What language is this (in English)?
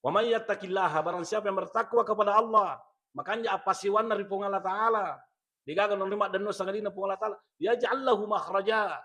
Buginese